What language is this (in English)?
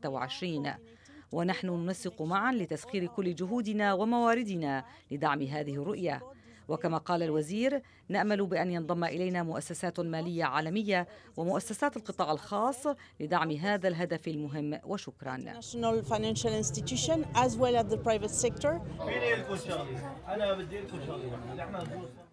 Arabic